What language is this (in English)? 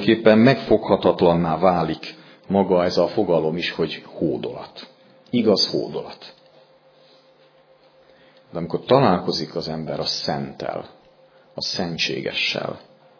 Hungarian